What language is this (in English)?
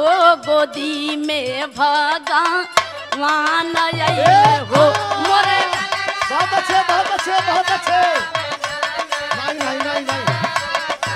Bhojpuri